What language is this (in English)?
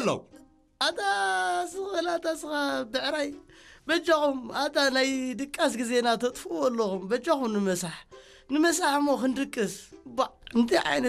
Tigrinya